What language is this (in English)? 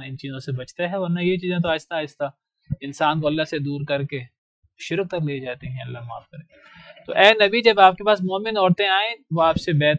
Urdu